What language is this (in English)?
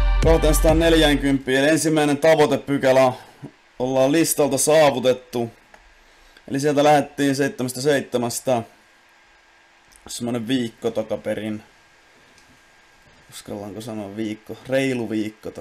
Finnish